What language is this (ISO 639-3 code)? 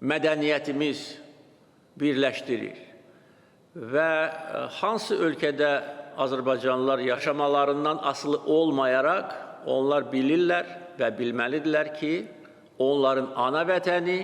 aze